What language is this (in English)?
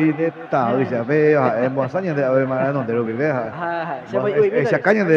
Guarani